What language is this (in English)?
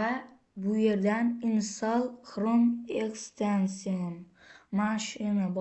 Uzbek